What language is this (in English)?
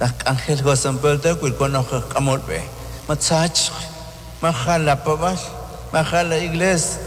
Kekchí